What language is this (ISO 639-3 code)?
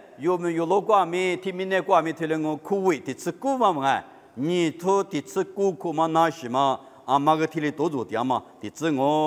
lis